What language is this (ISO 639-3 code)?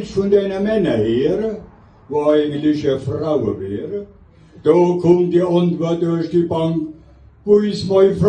pfl